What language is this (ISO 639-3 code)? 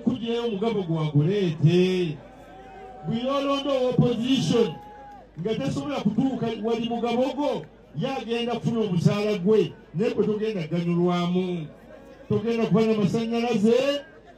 lug